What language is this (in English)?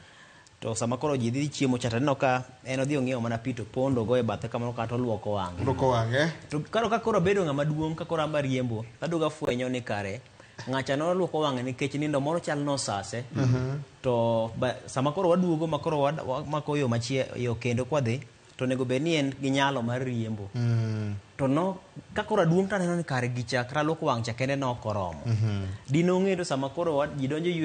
Luo (Kenya and Tanzania)